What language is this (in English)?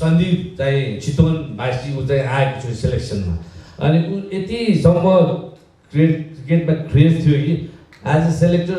Nepali